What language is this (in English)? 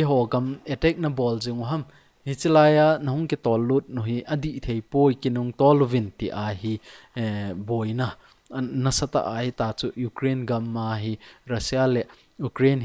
Thado Chin